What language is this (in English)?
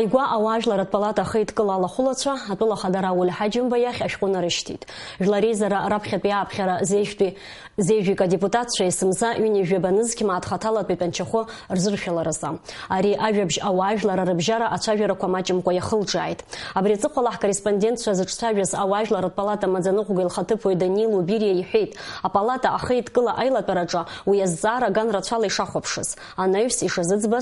Abkhazian